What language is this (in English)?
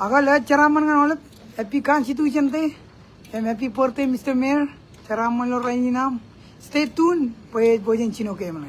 Marshallese